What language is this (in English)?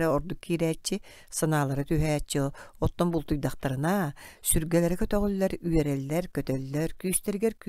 Yakut